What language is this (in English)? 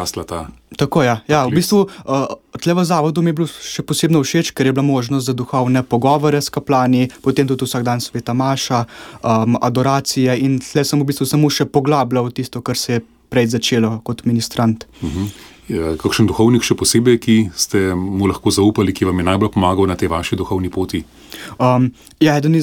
Slovenian